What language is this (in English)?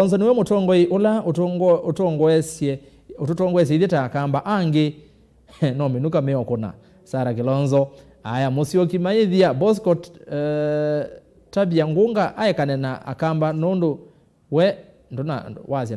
Kamba